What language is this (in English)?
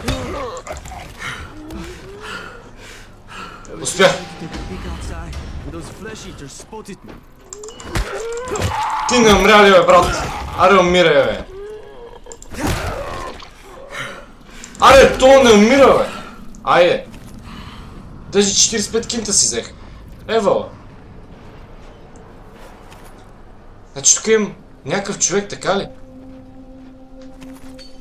Bulgarian